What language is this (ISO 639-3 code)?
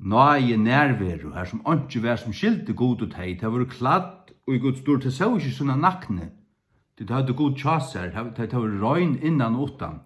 fao